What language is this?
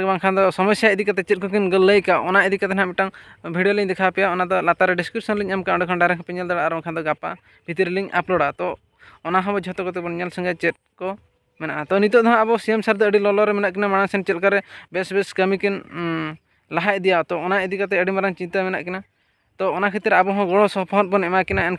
Santali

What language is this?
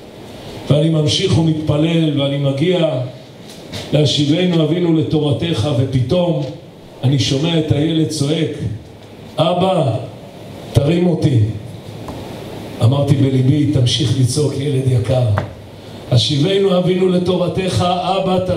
Hebrew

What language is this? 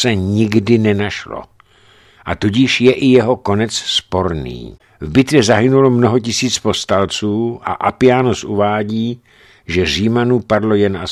Czech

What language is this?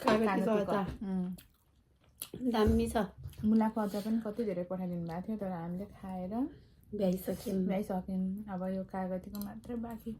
Nepali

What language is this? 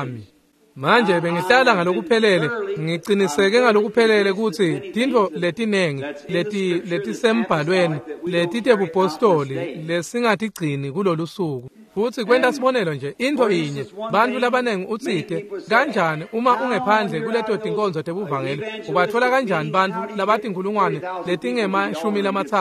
Swati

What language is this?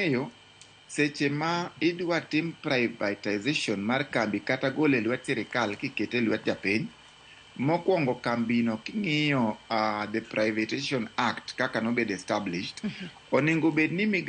Luo (Kenya and Tanzania)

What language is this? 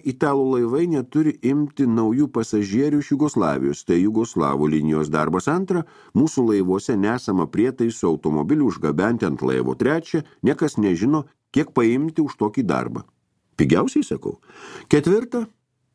Lithuanian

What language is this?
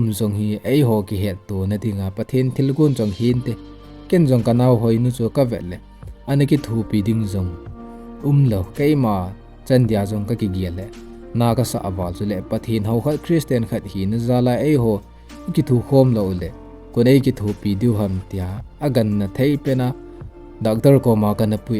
Thado Chin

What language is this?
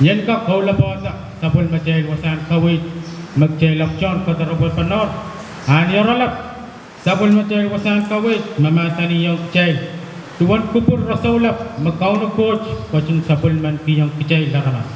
Pohnpeian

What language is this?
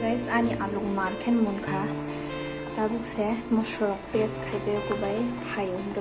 Kok Borok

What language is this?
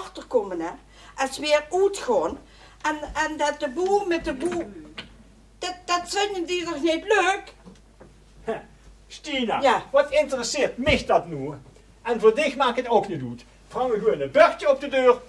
Limburgish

